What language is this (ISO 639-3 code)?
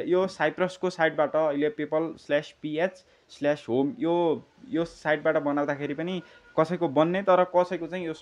nep